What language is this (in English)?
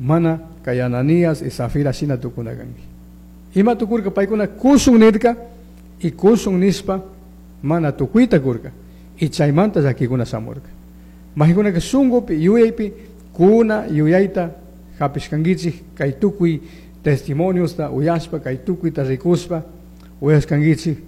Chimborazo Highland Quichua